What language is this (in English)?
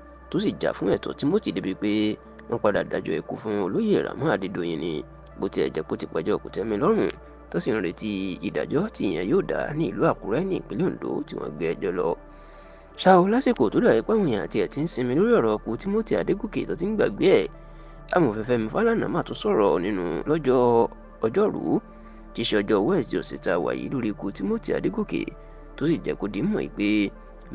Yoruba